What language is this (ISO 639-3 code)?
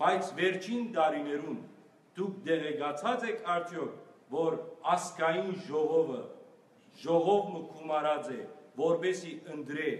hyw